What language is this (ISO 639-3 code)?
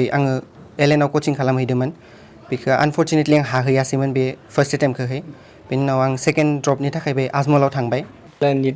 brx